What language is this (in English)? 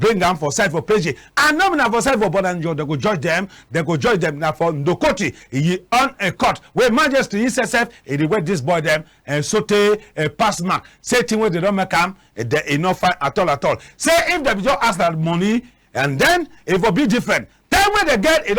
Cameroon Pidgin